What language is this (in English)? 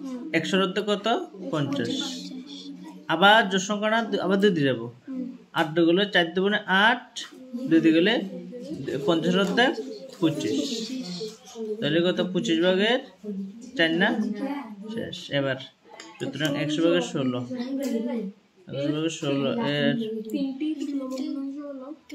Bangla